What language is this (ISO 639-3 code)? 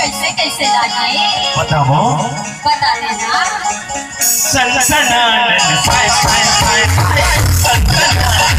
hne